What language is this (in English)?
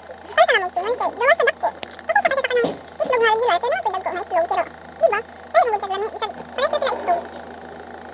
Cebuano